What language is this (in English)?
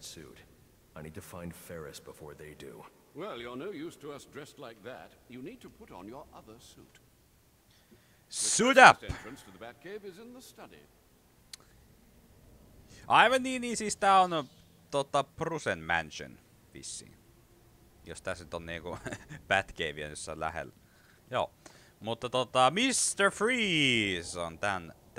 Finnish